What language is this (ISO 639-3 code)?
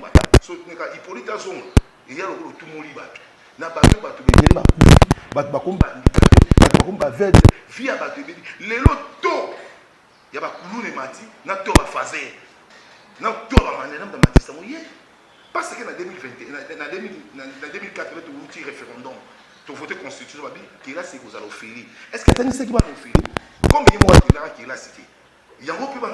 lin